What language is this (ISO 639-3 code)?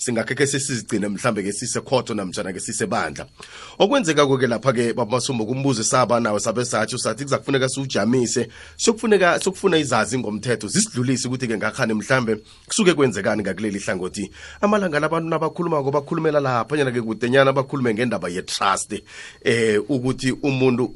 nbl